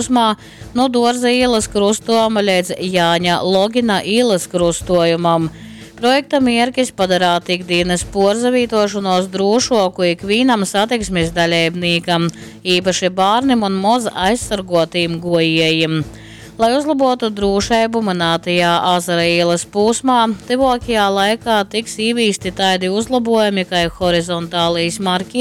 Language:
Latgalian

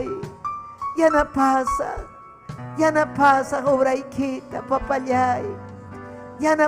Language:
Ayacucho Quechua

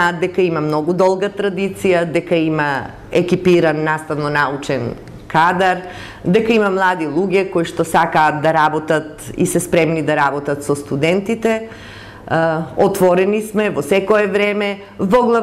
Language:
Macedonian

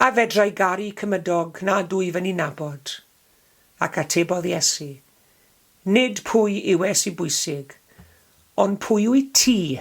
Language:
Welsh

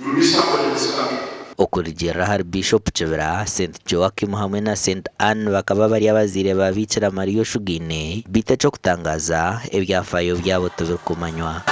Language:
Nyankole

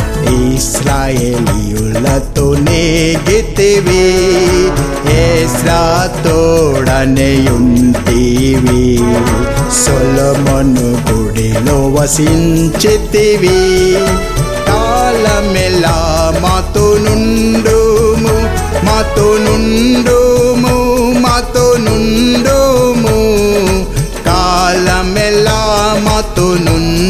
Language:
Telugu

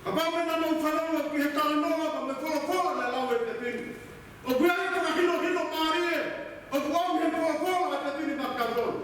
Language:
Tongan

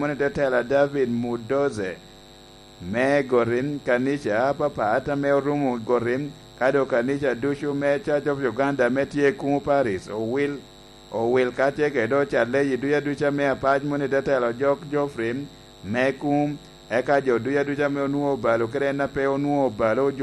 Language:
Lango (Uganda)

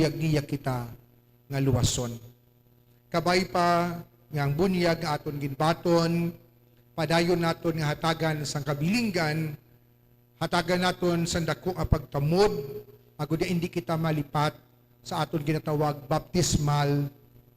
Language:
Hiligaynon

